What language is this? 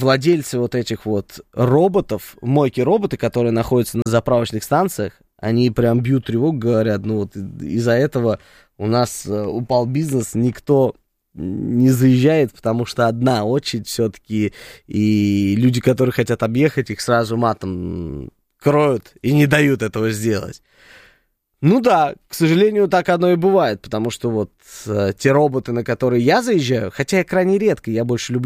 Russian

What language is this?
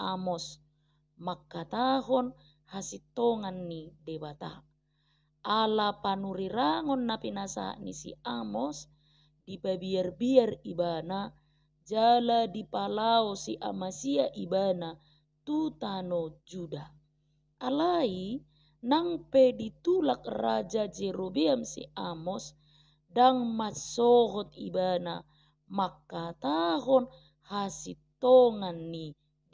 Batak Toba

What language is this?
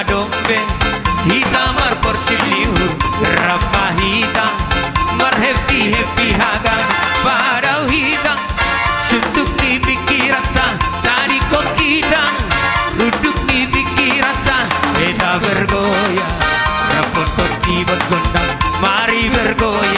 Batak Toba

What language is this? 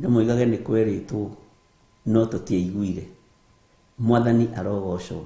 Kikuyu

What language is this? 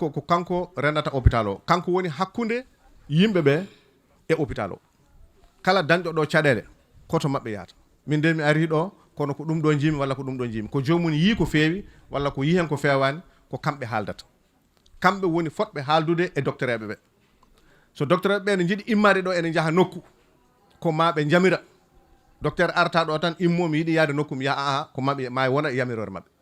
Fula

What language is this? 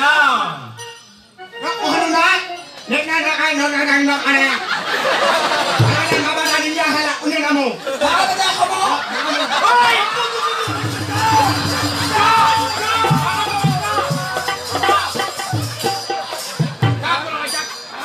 Rangpuri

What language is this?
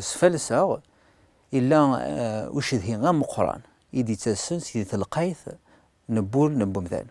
Kabyle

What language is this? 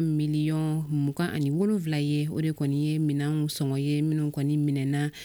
Bambara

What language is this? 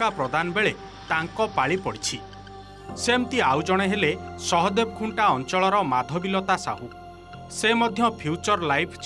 Odia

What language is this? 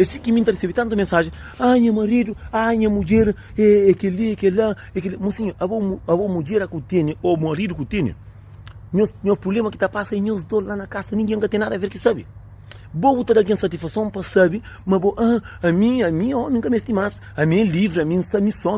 Kabuverdianu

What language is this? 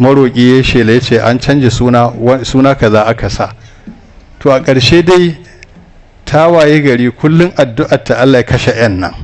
Hausa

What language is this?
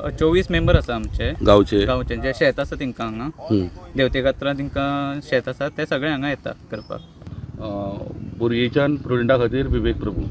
Konkani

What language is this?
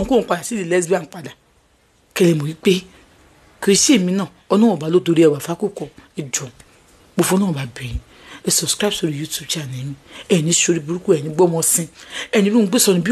Yoruba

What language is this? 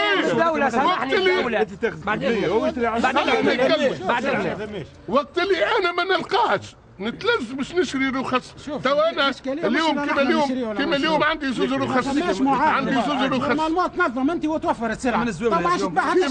Tunisian Arabic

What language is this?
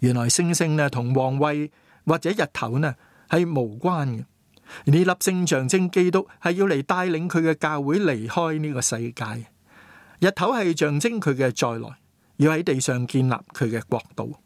Cantonese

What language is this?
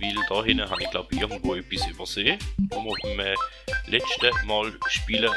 Swiss German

